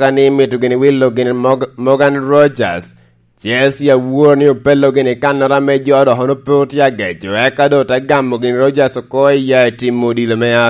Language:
Lango (Uganda)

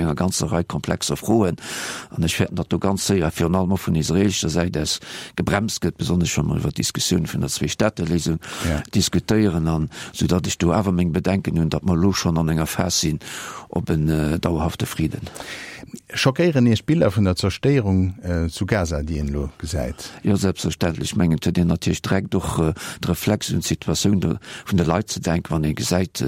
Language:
Luxembourgish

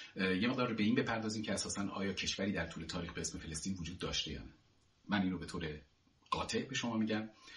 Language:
Persian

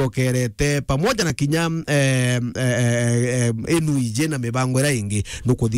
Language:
Meru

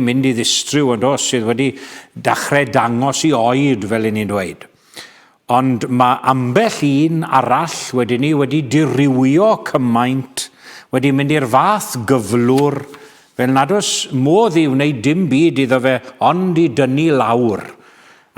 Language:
Welsh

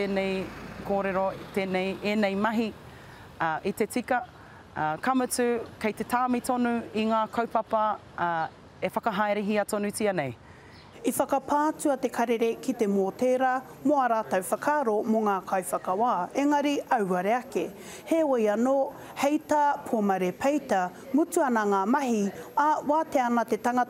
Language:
Māori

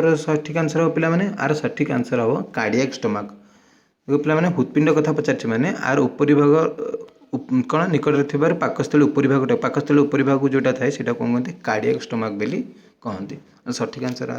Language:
Odia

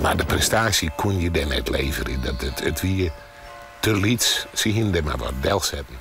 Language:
Western Frisian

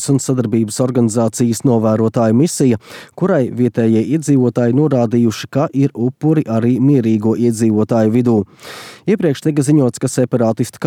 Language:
Latvian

